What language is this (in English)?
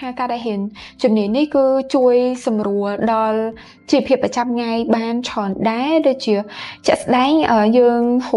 Khmer